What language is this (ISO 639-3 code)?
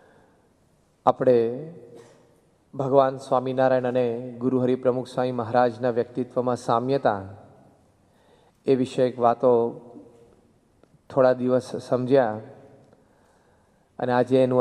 guj